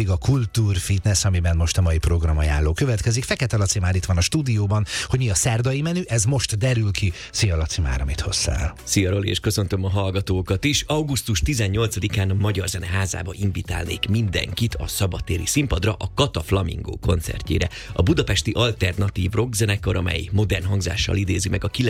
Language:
Hungarian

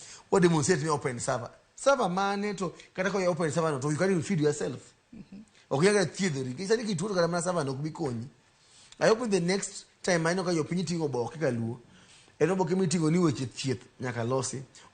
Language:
Luo (Kenya and Tanzania)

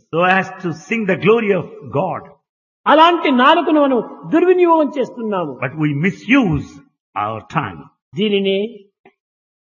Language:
Telugu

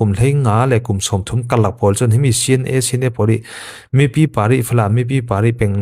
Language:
Falam Chin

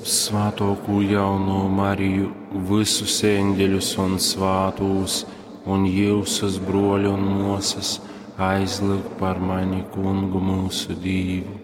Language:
Latgalian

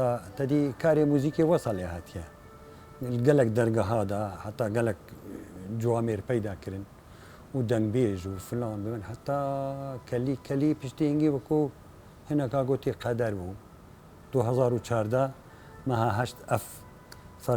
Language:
Kurdish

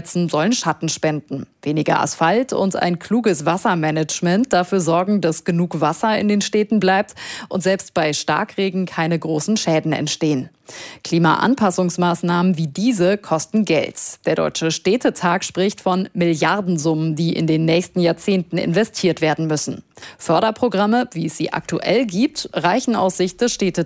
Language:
German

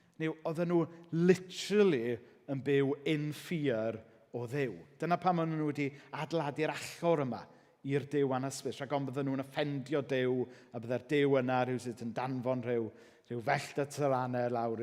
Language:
Welsh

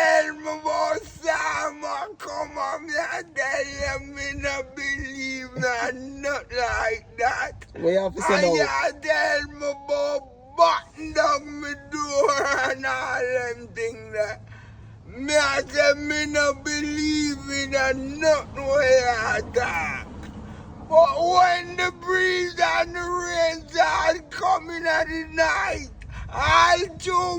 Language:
Jamaican Creole English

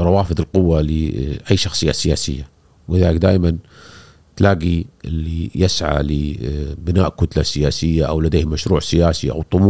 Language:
Gulf Arabic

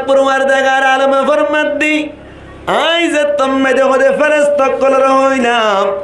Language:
Rohingya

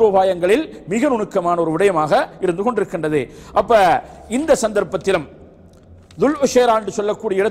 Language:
Tamil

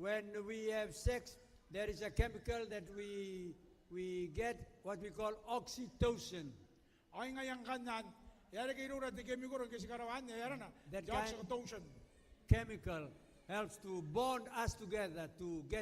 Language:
Gilbertese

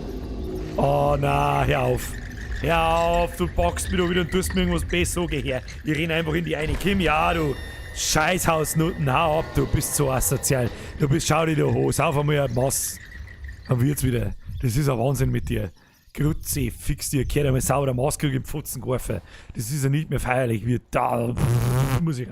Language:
Bavarian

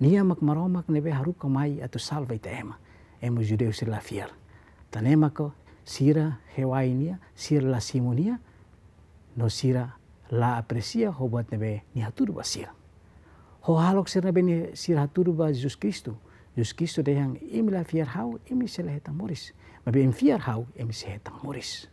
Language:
Tetum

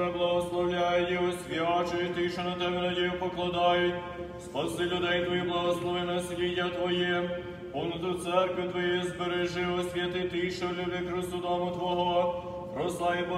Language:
Ukrainian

